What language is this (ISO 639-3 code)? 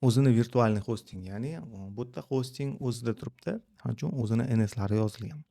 uzb